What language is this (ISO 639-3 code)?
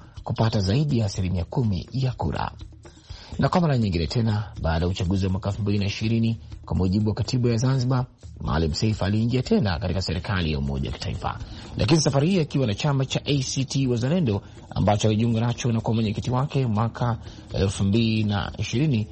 swa